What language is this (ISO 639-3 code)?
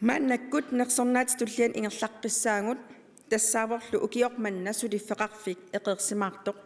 kal